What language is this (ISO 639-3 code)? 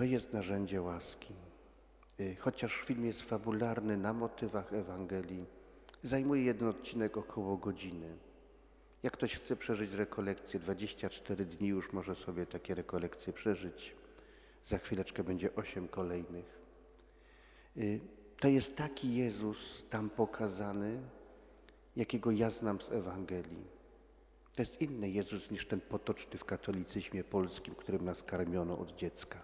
pol